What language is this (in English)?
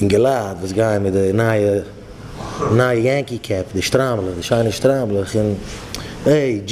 Yiddish